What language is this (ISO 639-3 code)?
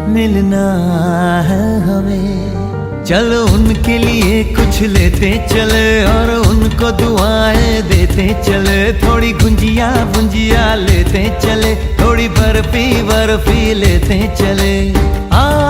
kok